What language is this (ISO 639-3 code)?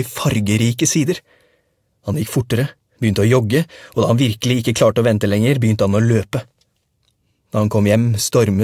nor